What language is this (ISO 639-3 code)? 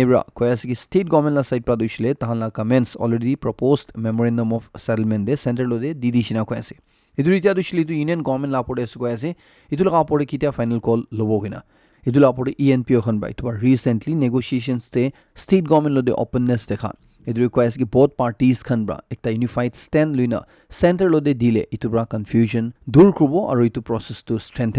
nag